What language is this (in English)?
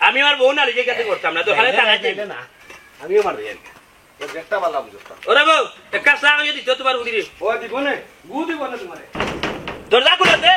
Sylheti